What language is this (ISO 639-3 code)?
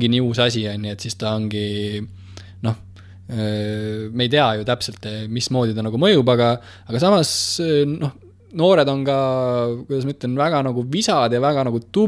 est